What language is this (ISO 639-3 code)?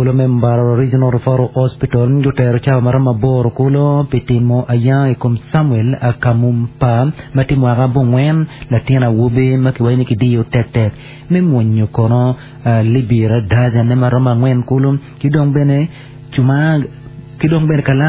ach